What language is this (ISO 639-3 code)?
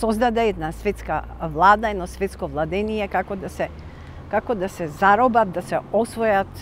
mkd